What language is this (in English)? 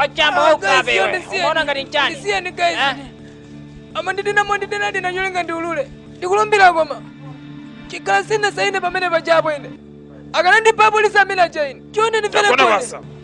Nyanja